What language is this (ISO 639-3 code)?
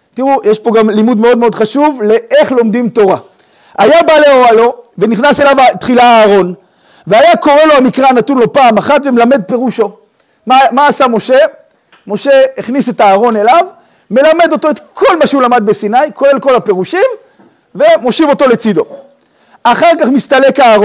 heb